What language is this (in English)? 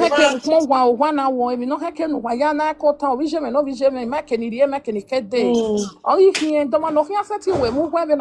Nigerian Pidgin